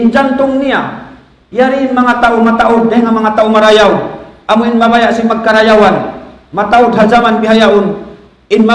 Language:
Tausug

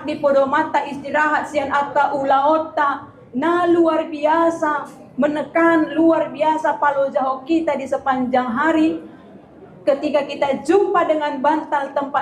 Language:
Batak Toba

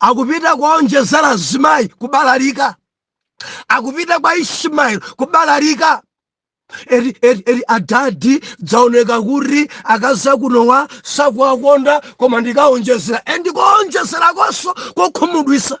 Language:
Nyanja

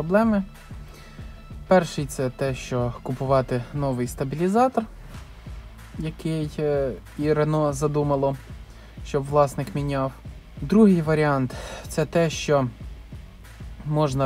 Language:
Ukrainian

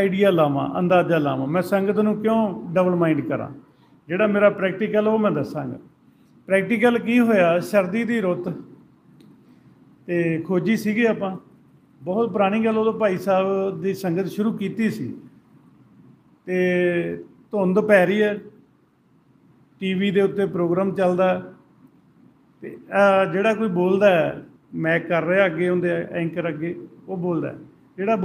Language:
Punjabi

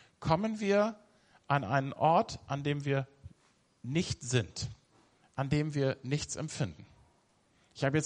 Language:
German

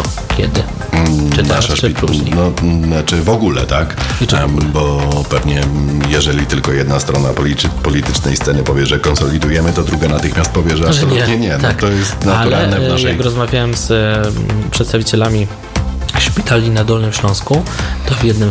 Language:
Polish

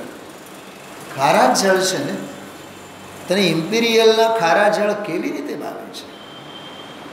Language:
Gujarati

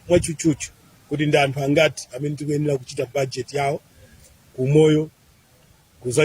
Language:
Nyanja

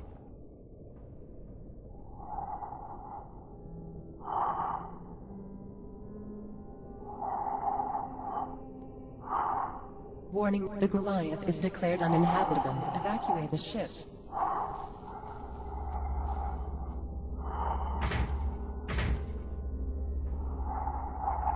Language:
Czech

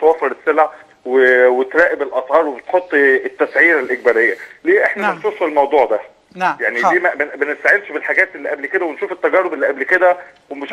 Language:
Egyptian Arabic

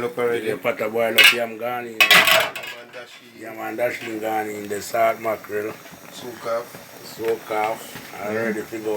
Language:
Jamaican Creole English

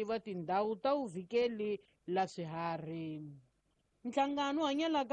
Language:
Tsonga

